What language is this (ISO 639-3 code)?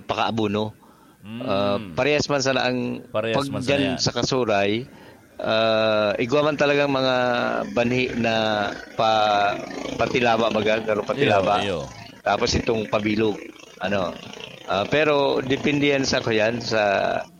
bik